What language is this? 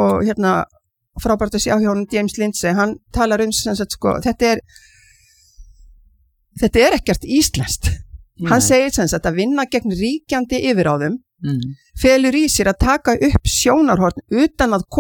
Icelandic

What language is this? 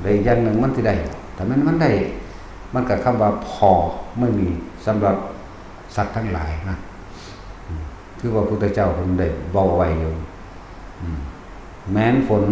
Northeastern Thai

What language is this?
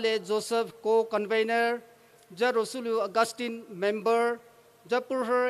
Poumei Naga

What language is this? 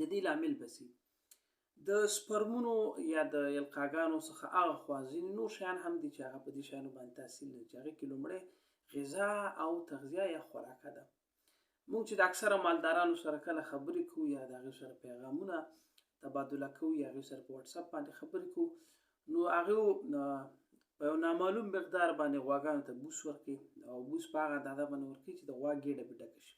Pashto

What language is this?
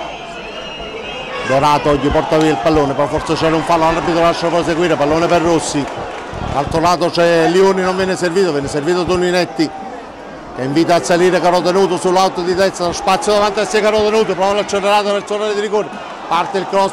Italian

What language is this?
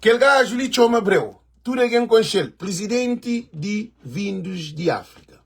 Kabuverdianu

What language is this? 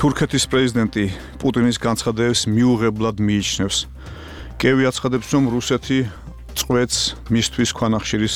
Georgian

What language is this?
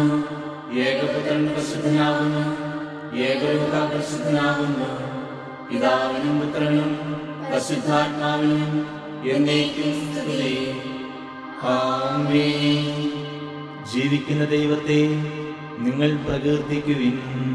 Malayalam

